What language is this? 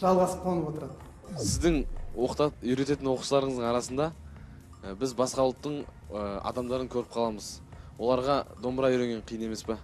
Kazakh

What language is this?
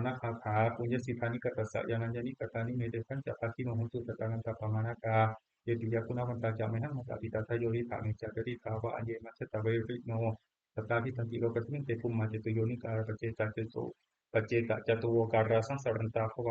Pali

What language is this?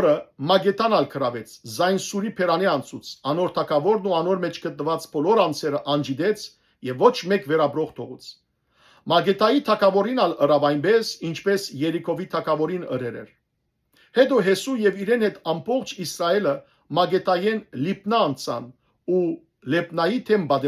Western Armenian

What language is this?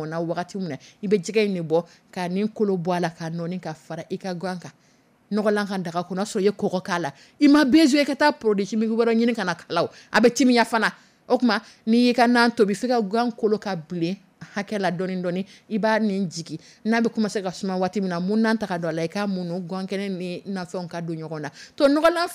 Dyula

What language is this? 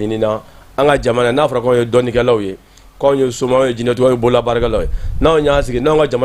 Bambara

